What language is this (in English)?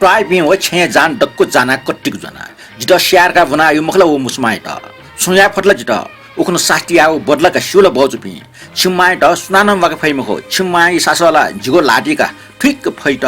Newari